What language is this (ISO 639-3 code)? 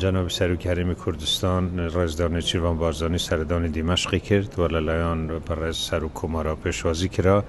kur